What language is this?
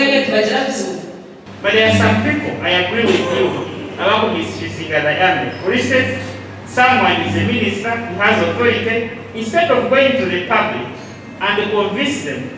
Nyankole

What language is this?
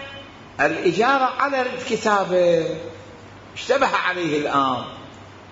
Mesopotamian Arabic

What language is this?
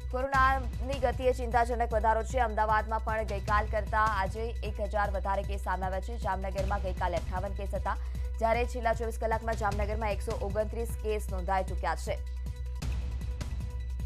Gujarati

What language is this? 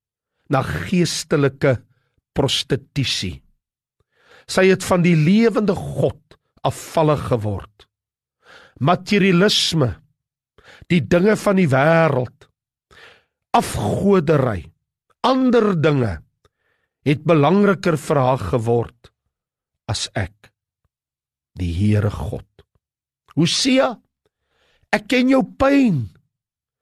Afrikaans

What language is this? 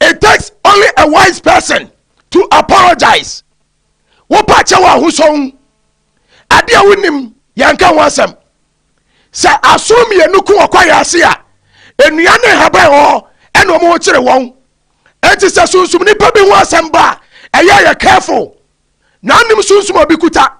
Akan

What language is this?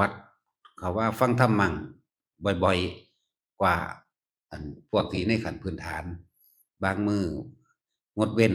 Northeastern Thai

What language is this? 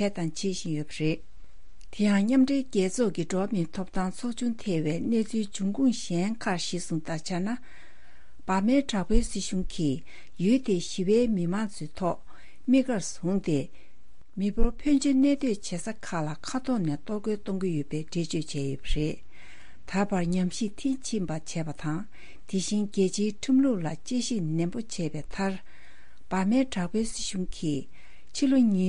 Tibetan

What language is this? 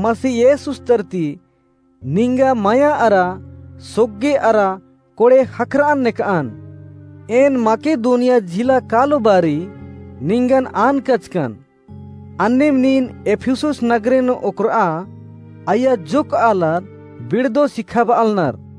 Kurukh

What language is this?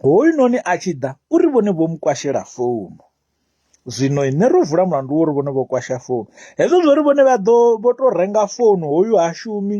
Venda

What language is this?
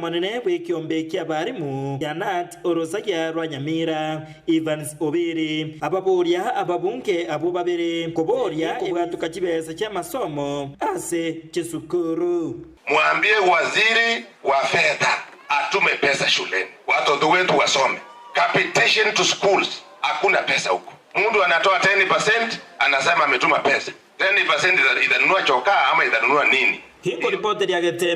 Gusii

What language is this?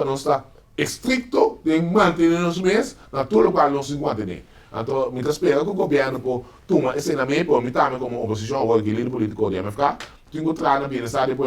Papiamento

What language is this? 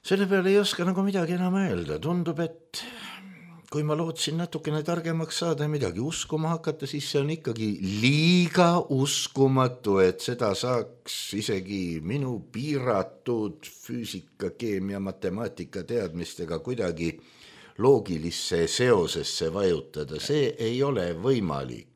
Estonian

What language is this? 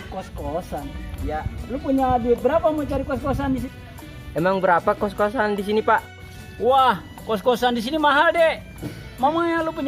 Betawi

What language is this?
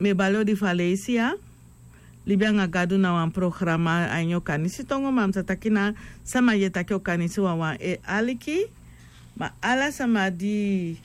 Sranan Tongo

